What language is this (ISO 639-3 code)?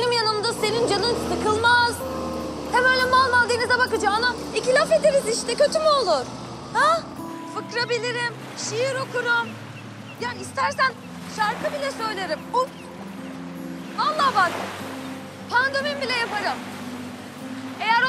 tur